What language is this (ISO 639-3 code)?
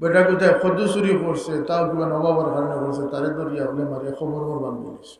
syl